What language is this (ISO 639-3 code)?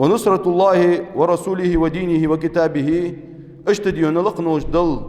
inh